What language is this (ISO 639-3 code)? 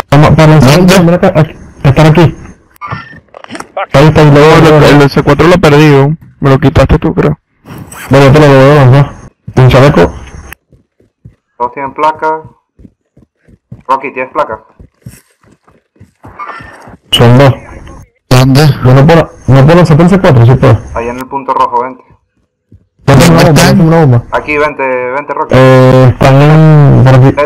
spa